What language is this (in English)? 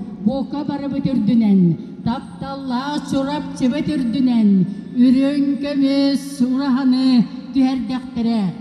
Yakut